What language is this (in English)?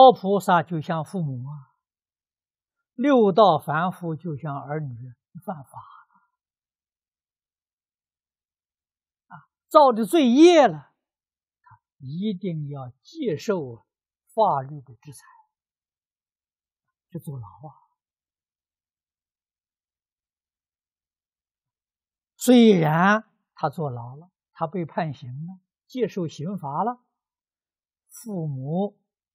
Chinese